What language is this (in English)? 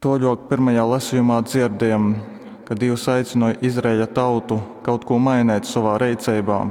Latgalian